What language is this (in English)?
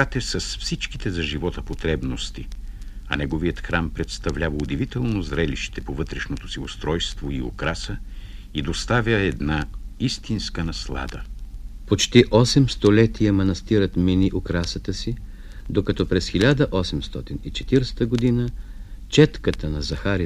Bulgarian